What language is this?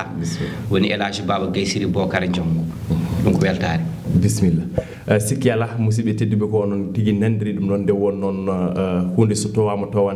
Fula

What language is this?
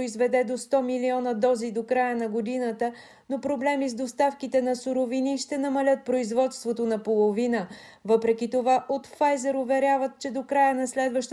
Bulgarian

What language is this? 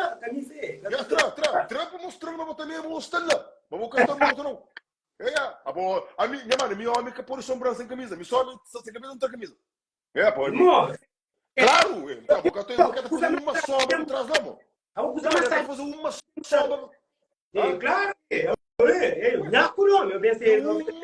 Kabuverdianu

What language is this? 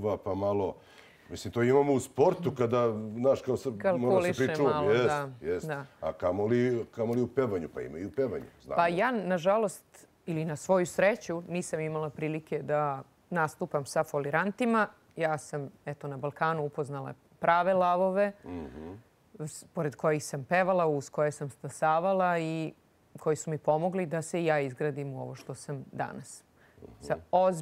Serbian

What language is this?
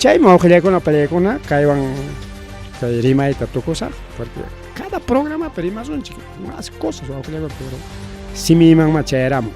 Ayacucho Quechua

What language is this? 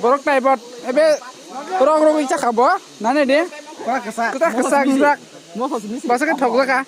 Kok Borok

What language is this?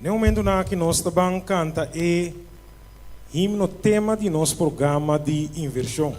Papiamento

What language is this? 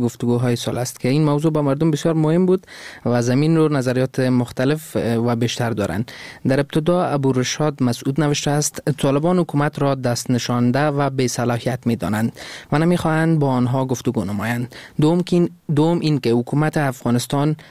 Persian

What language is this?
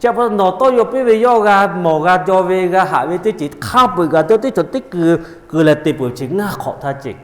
Lahu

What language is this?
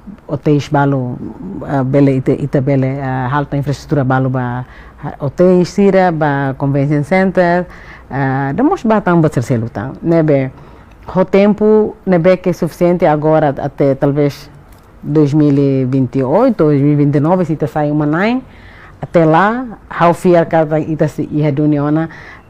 Tetum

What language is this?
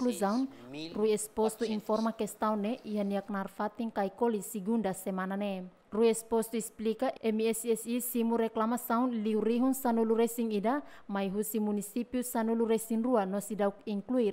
Tetum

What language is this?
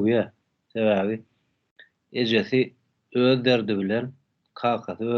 Turkmen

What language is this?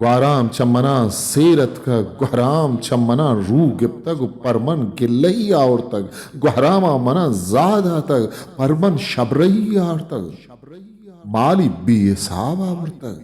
Eastern Balochi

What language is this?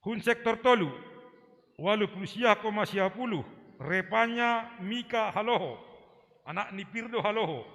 Batak Simalungun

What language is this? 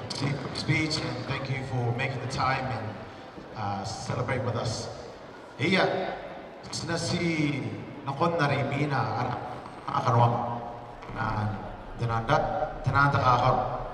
Gilbertese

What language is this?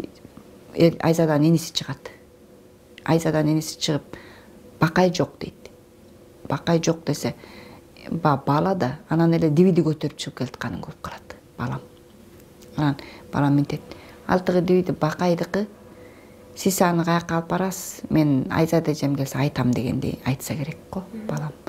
Kyrgyz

